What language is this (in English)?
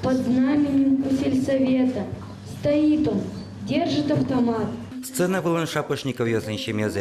Udmurt